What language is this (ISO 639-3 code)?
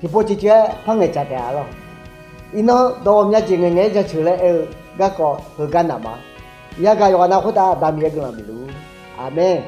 ahk